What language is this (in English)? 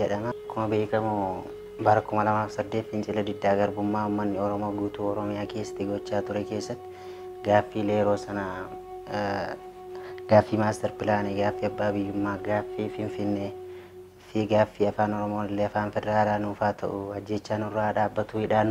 Oromo